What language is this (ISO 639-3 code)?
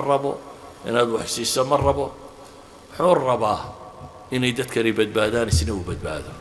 som